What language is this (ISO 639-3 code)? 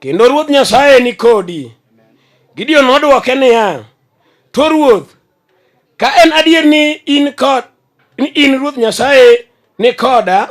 luo